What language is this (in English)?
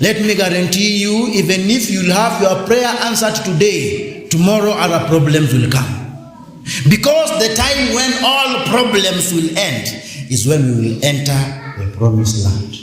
Kamba